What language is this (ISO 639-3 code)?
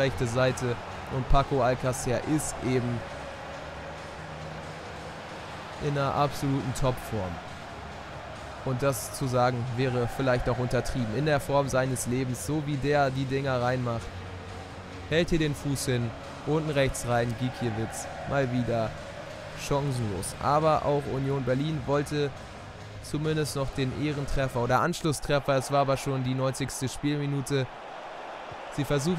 deu